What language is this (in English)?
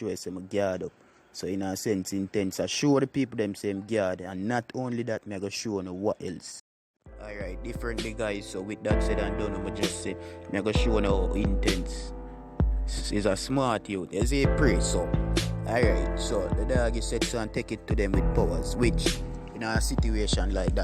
Jamaican Creole English